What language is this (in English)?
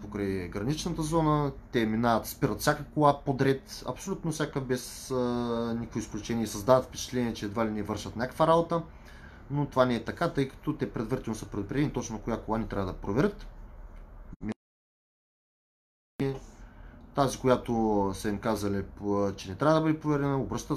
Bulgarian